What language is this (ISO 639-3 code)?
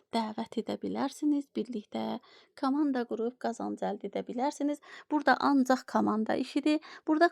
aze